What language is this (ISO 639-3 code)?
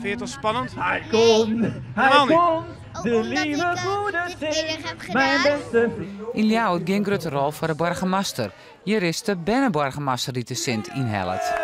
fry